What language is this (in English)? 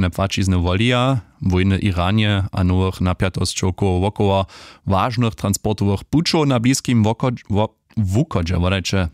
Upper Sorbian